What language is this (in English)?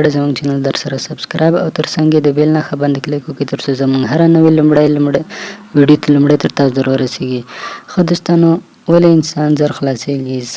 Pashto